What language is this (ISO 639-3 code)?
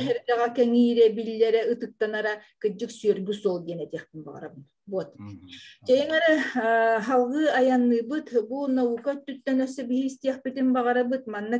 sah